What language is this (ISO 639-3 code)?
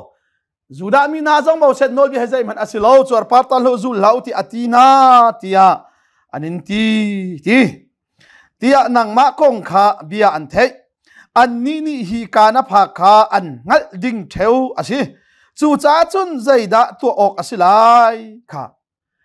cnh